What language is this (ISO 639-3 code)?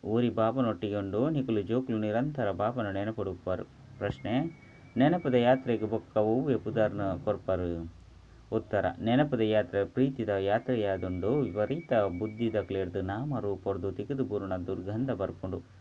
tcy